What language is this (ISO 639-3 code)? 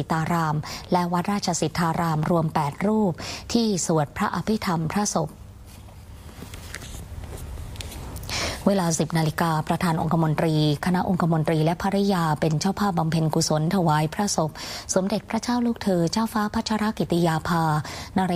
tha